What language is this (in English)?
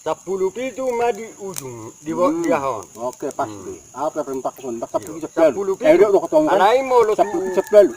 Batak Toba